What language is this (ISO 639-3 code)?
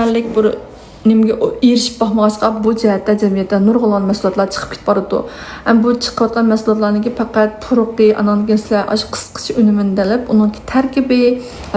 uig